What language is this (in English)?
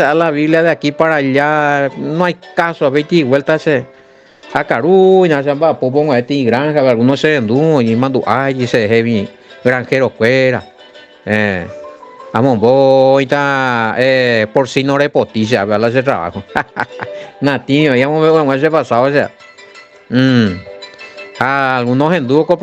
Guarani